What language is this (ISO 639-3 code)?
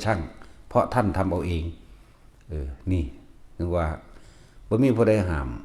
tts